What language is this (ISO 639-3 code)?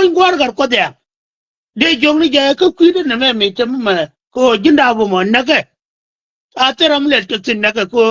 nus